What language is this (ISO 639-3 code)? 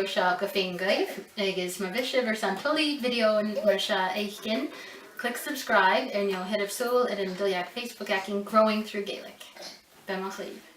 gla